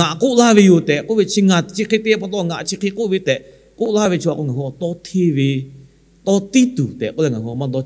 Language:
Lahu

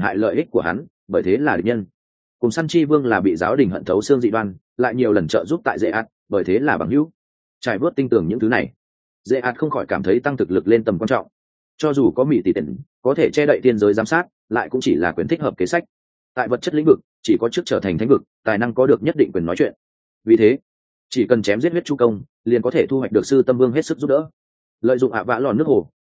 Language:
Vietnamese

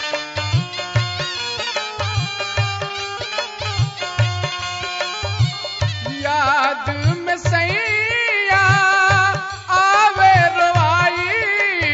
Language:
Bhojpuri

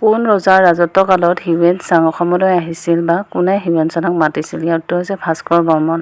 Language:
Assamese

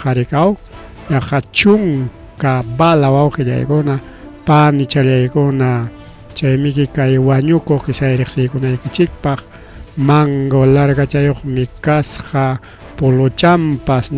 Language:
Ayacucho Quechua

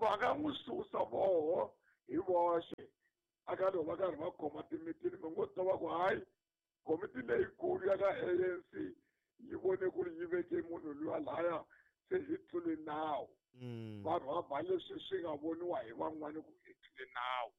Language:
Tsonga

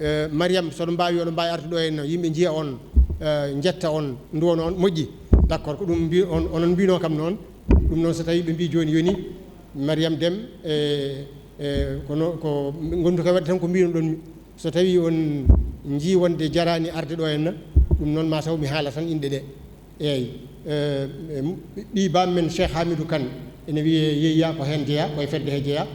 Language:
Fula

